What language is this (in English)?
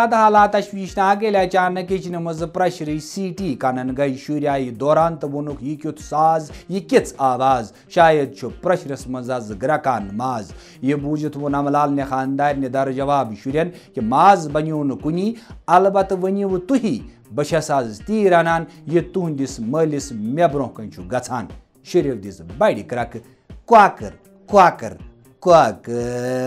Kashmiri